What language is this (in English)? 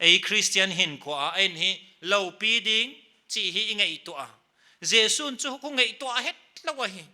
Paite Chin